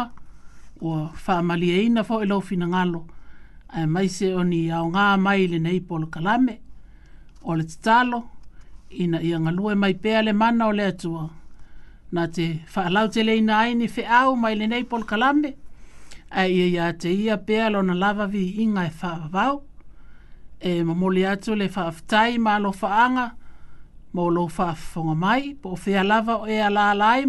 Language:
Samoan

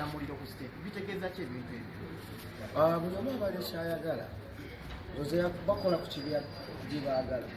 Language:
Ganda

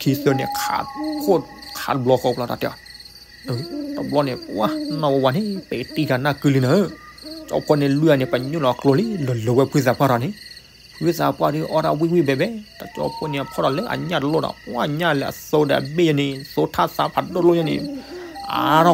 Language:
S'gaw Karen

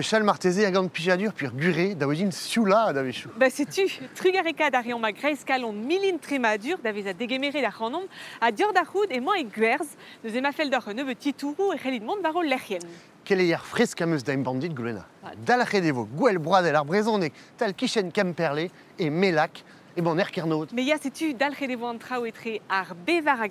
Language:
Breton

